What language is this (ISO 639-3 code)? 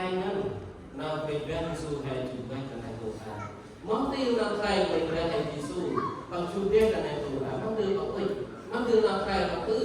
cmo